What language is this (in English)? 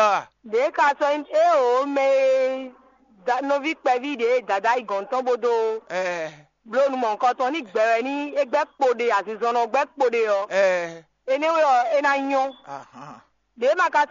Fon